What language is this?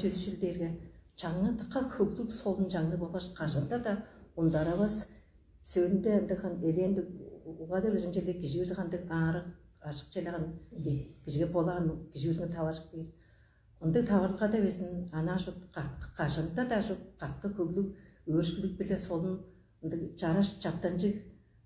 Tuvinian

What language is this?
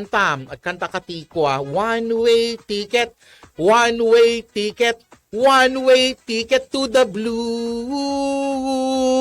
Iloko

